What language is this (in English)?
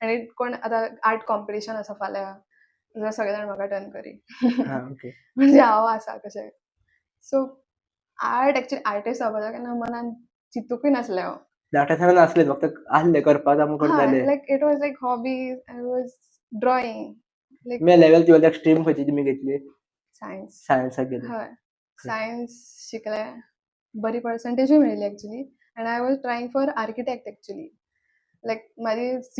Konkani